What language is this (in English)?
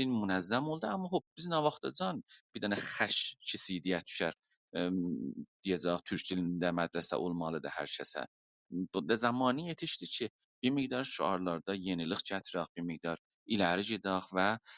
South Azerbaijani